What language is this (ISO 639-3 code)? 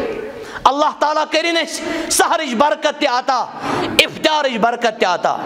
kas